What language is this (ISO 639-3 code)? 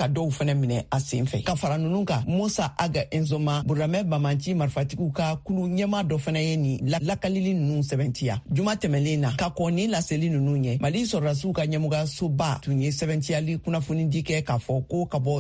bam